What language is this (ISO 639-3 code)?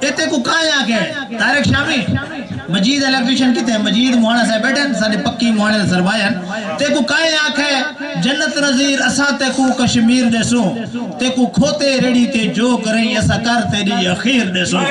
skr